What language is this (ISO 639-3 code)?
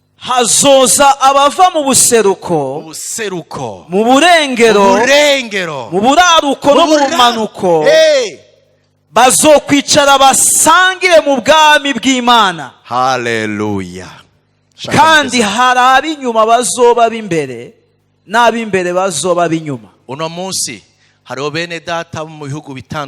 run